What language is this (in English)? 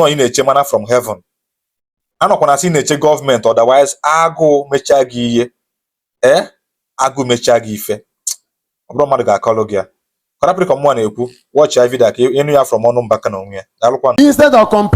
Igbo